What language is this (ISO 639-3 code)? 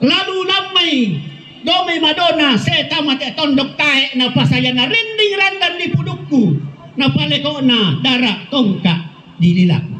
sda